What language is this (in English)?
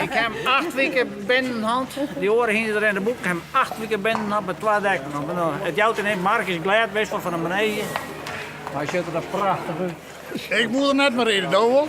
Western Frisian